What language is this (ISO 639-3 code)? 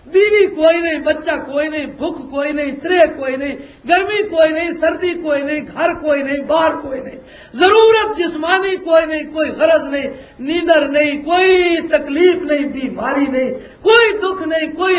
lah